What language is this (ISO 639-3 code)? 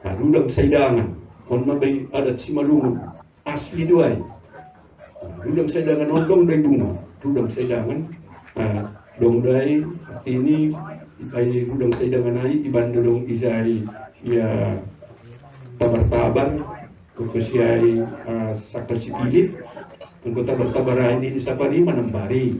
bts